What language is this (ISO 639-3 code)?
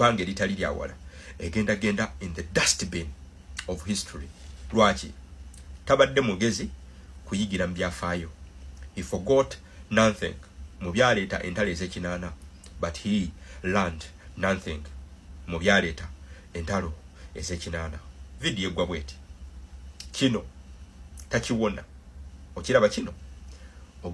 lug